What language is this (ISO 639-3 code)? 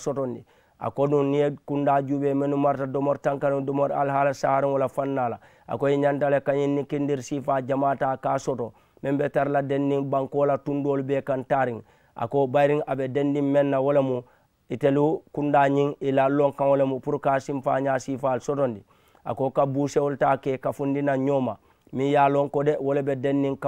man